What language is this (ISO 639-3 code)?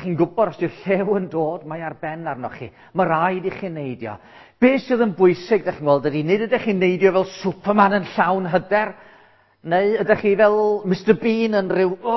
cym